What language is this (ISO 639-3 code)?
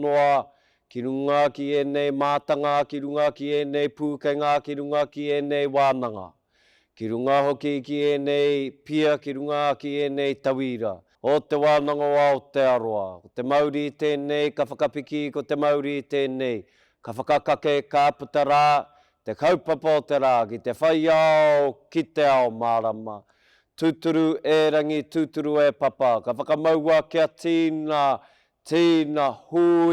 mri